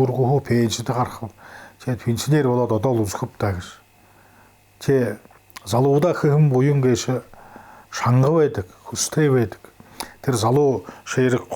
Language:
Buriat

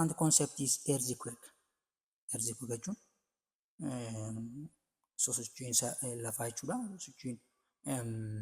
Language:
Oromo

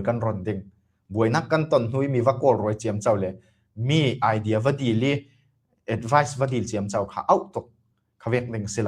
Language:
Falam Chin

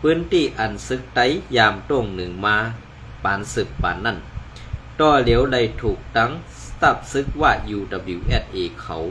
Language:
Shan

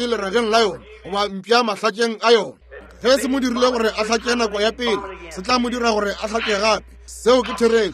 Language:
Northern Sotho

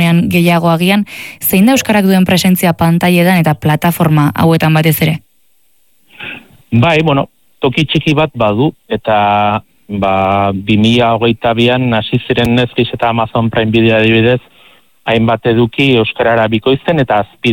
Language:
Basque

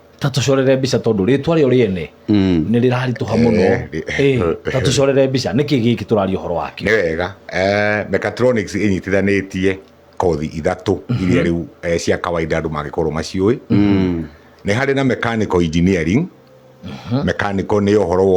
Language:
Kikuyu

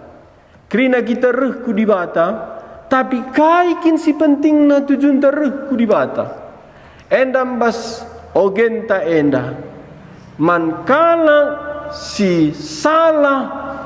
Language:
Batak Karo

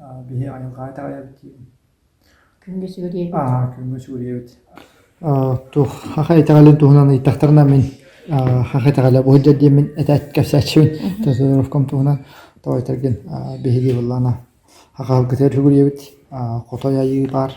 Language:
Yakut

